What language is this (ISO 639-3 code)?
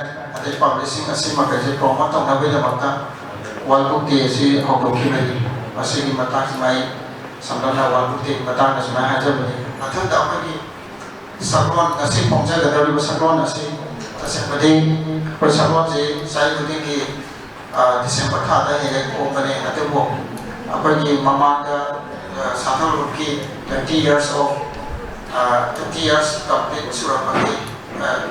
mni